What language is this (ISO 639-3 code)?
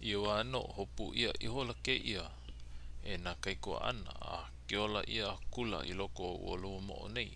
haw